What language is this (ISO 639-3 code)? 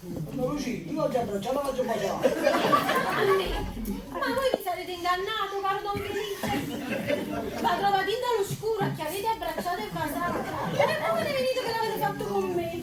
nap